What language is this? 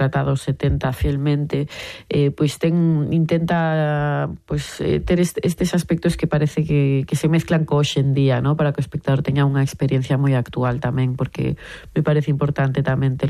Galician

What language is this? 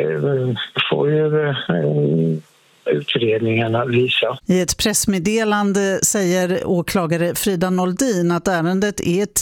Swedish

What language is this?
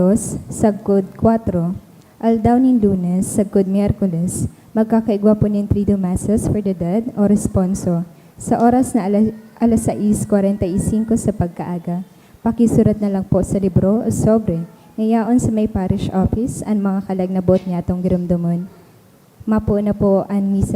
Bikol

